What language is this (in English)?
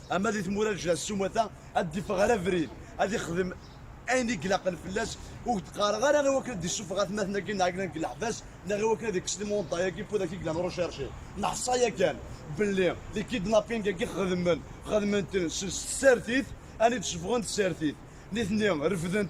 Kabyle